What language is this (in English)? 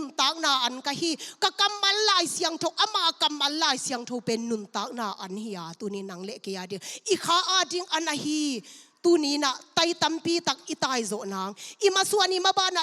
Tedim Chin